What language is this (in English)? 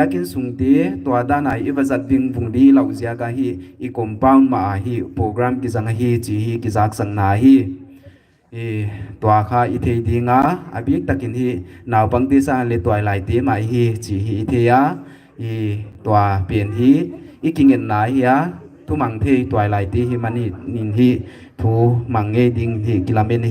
Paite Chin